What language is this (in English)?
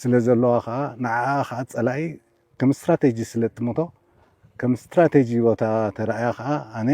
Tigrinya